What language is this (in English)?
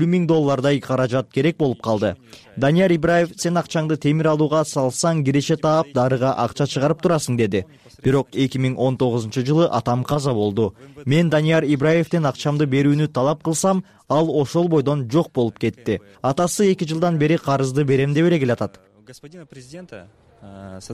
Kyrgyz